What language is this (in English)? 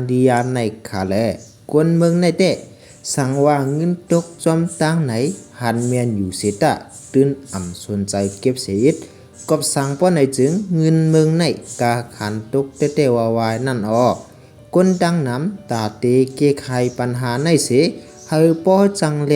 Shan